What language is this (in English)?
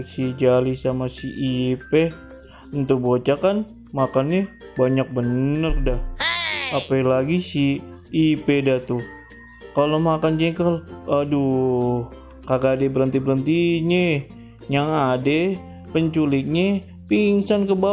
Betawi